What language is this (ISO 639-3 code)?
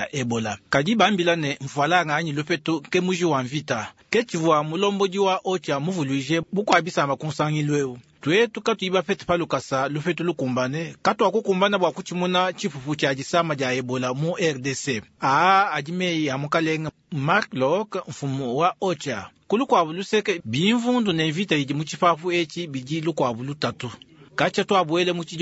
lua